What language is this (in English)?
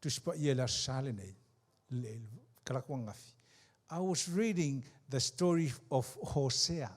Samoan